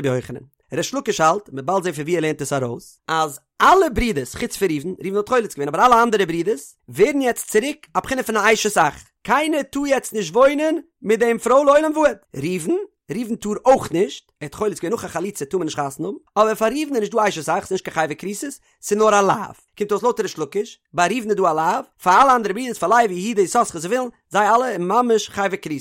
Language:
Yiddish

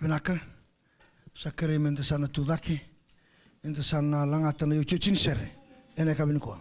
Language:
Fijian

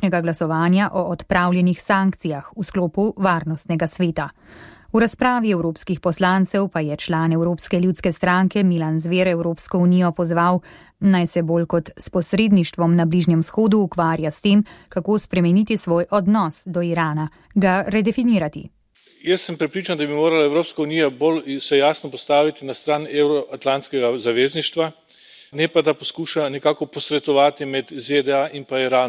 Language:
Slovenian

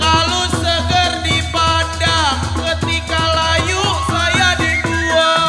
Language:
Betawi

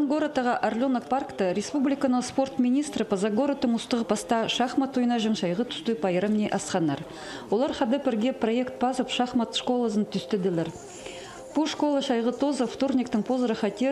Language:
Khakas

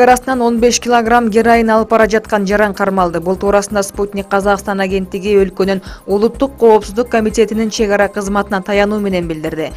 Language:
Kyrgyz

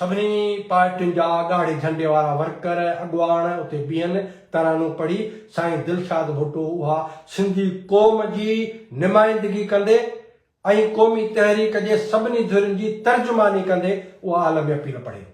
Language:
Sindhi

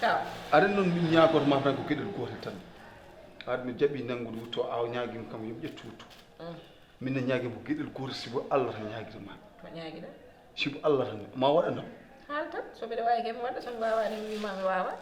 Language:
Fula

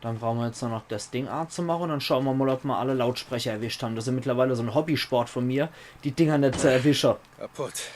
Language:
Palatine German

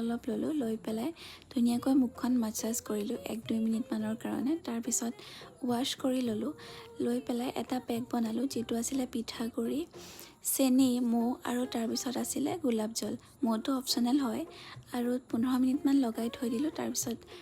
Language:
Assamese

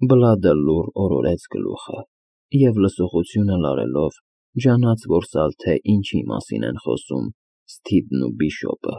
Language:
Armenian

